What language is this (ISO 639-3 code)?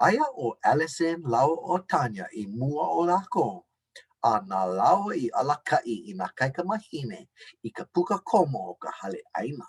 haw